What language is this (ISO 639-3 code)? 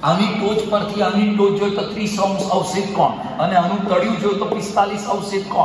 guj